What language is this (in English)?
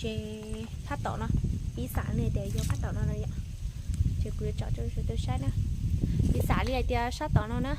Hmong